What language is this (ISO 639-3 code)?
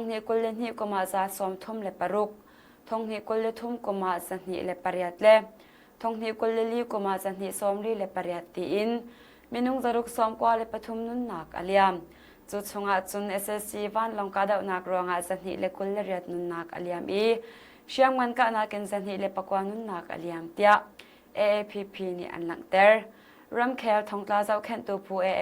cnh